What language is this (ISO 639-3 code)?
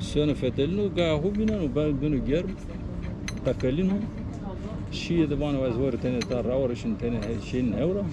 zza